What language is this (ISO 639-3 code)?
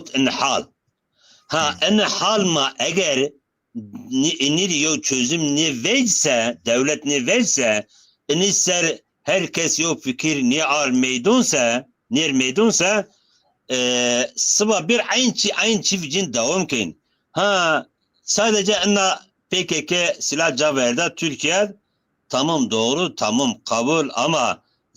zza